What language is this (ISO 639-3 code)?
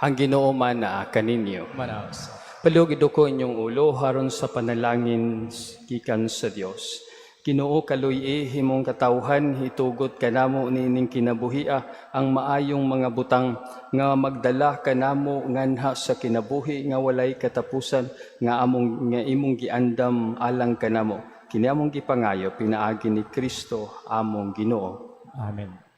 ceb